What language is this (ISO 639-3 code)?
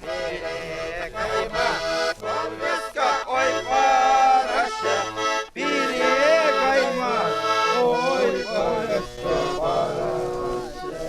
chv